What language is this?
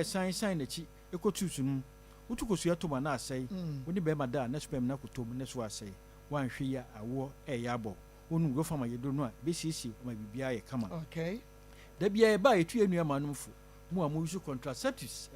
Akan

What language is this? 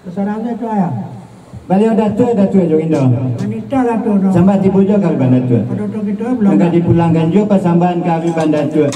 Minangkabau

